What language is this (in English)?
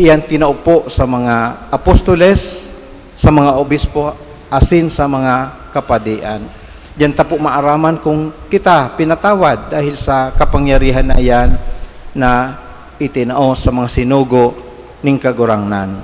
Bikol